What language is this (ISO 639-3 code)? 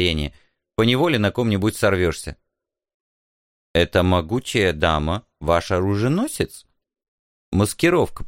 rus